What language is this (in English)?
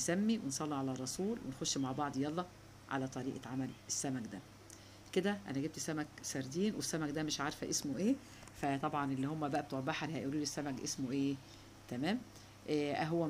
Egyptian Arabic